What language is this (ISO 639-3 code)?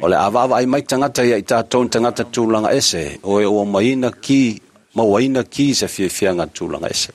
smo